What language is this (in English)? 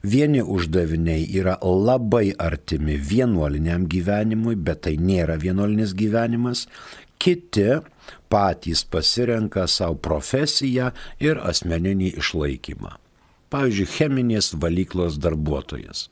Lithuanian